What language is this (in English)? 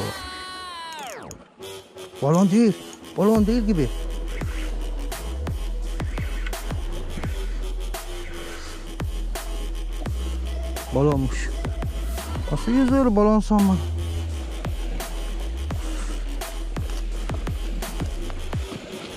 Turkish